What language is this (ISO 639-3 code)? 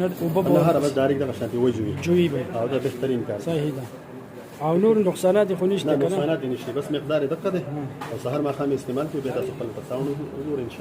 pus